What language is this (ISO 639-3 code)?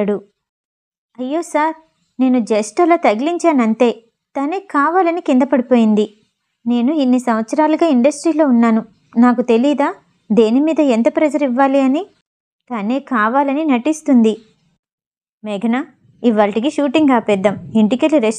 tel